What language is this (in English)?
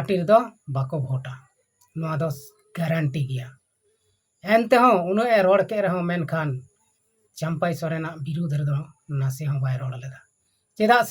Santali